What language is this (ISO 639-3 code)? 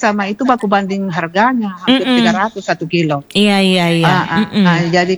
ind